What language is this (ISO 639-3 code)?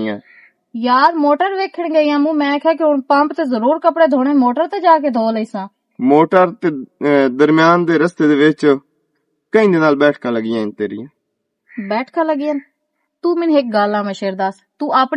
lah